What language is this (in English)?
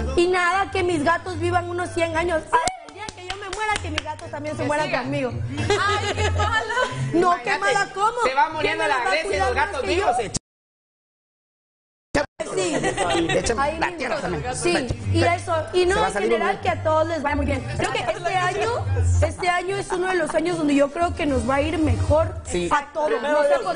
Spanish